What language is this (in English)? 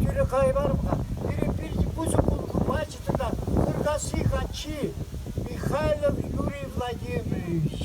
Chuvash